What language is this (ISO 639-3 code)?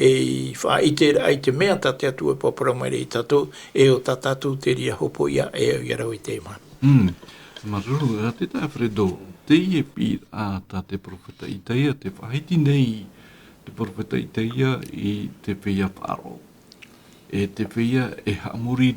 tah